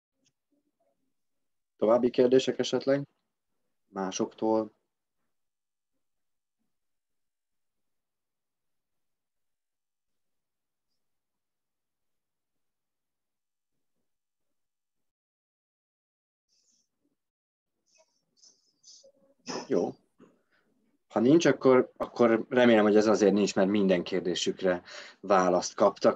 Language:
Hungarian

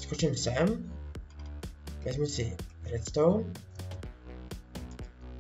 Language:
Czech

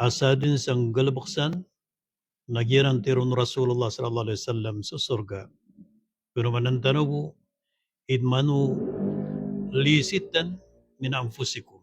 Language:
Maranao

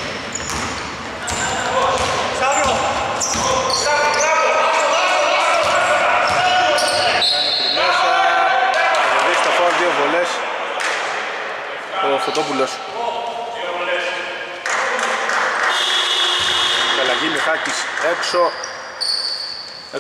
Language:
Greek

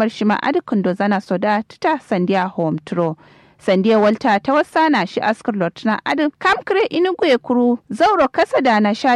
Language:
Kanuri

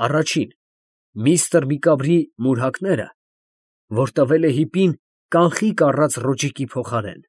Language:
Armenian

